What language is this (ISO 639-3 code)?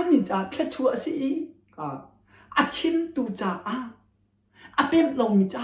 cnh